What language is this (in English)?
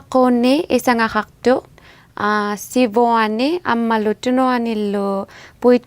Inuktitut